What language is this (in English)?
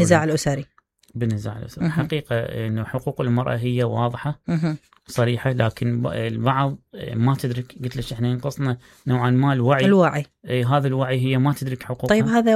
Mesopotamian Arabic